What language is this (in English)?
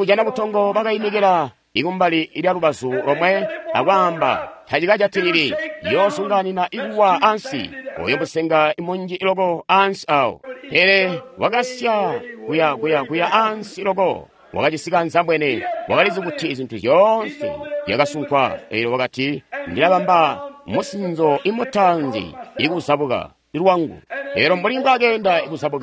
Tonga (Zambia)